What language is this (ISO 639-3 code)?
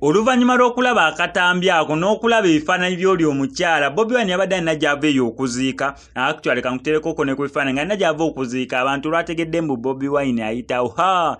lug